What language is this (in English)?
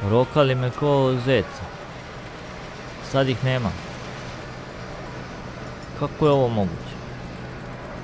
Croatian